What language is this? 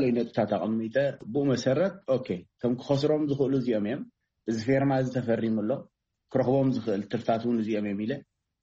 Tigrinya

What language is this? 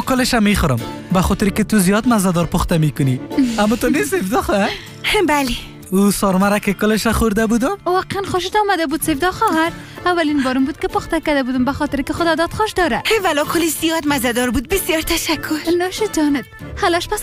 Persian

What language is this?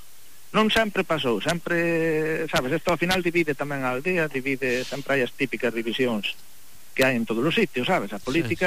Galician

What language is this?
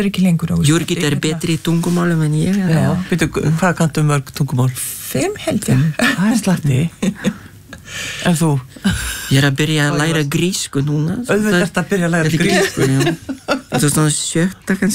Icelandic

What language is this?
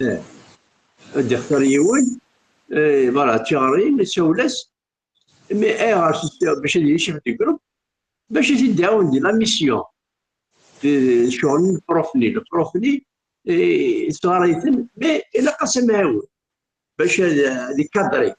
Kabyle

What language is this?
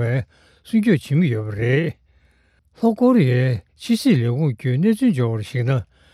Tibetan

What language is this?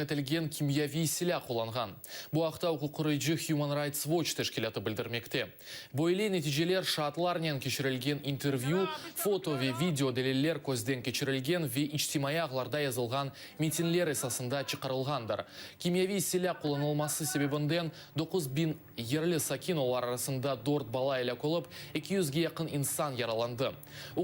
Crimean Tatar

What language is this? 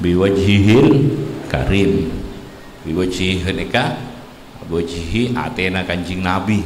Madurese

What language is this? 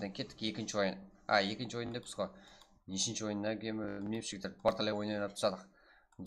Kara-Kalpak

